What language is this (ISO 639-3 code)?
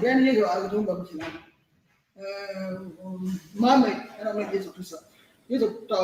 ach